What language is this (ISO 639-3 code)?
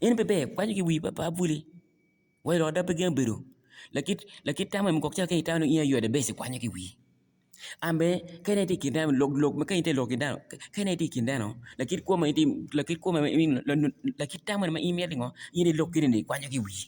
ach